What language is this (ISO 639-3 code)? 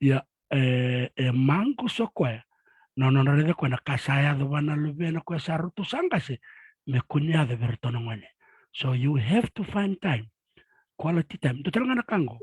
fij